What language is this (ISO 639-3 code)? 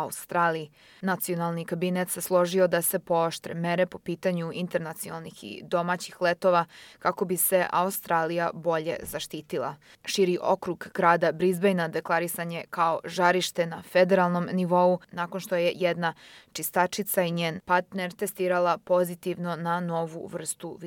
srp